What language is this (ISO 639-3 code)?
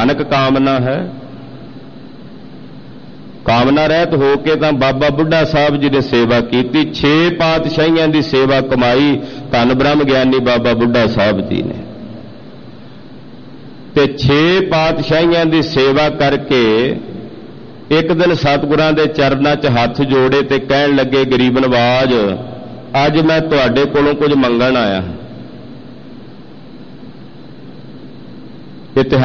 pan